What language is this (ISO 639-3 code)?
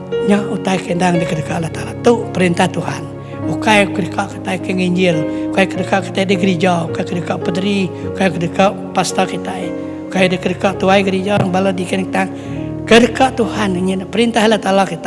iba